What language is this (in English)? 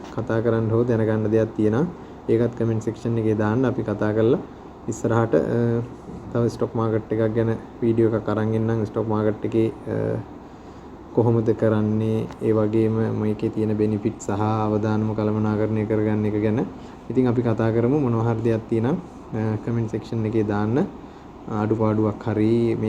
Sinhala